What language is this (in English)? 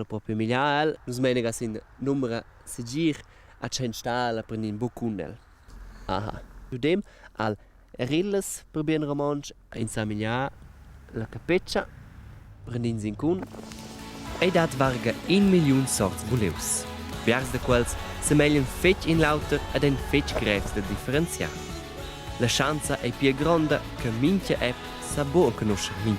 Romansh